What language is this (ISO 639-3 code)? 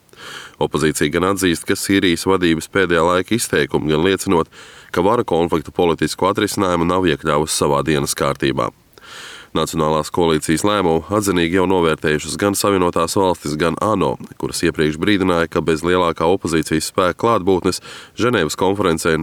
lav